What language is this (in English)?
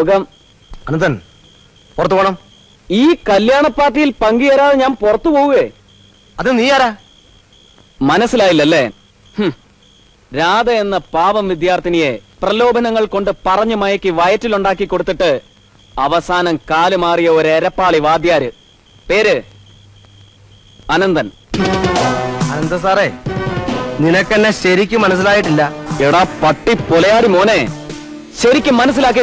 Malayalam